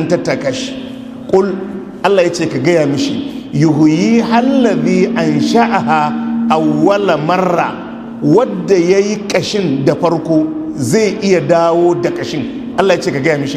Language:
Hausa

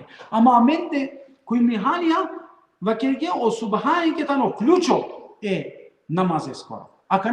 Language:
Balkan Romani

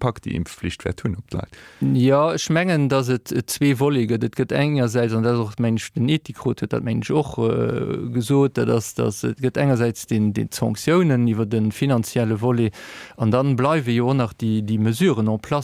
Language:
Luxembourgish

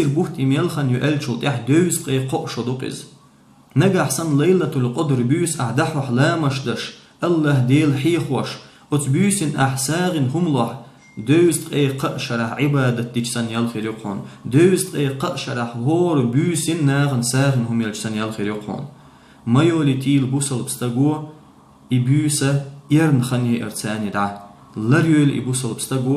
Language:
Chechen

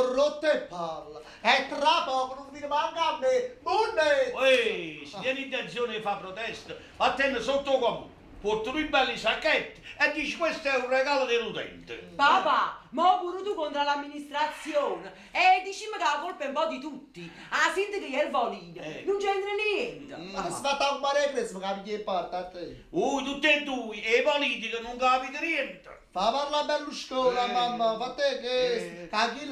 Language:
Neapolitan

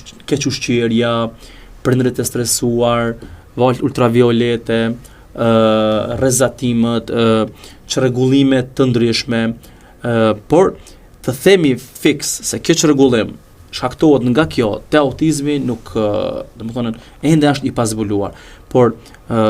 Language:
Albanian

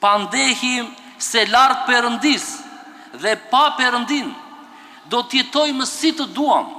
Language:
Albanian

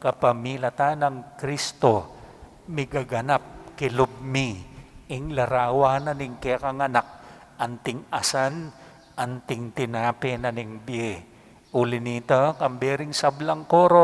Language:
Pampanga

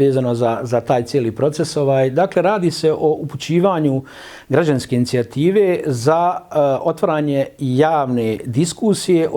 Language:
Bosnian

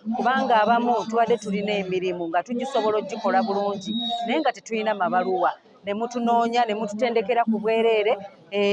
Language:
Ganda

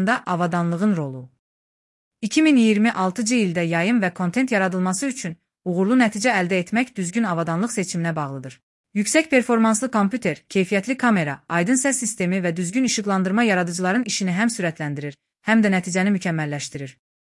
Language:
Azerbaijani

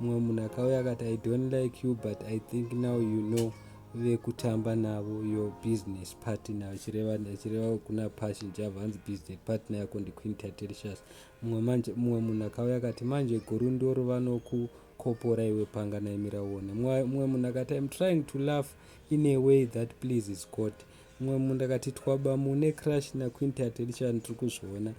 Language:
Shona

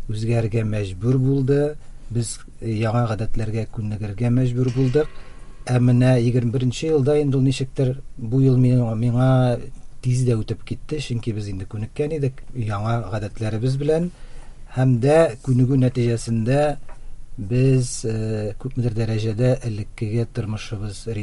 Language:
Tatar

